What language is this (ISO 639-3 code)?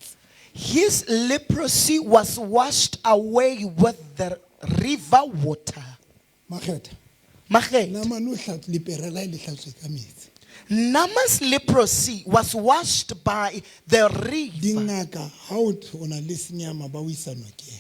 sot